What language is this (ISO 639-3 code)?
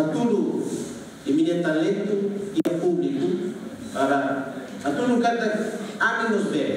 tet